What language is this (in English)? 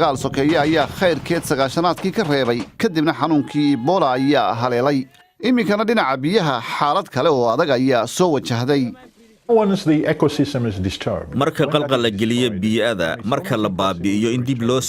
Somali